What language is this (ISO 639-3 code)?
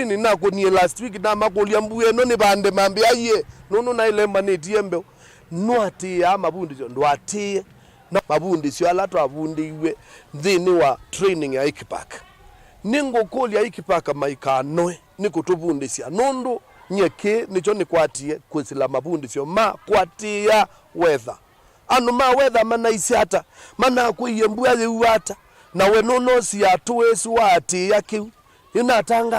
kam